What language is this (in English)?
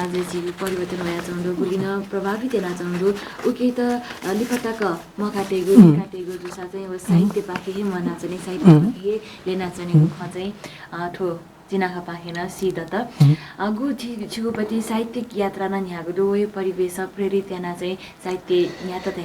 Newari